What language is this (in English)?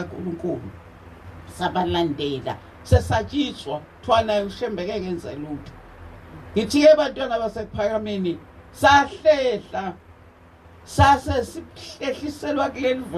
Zulu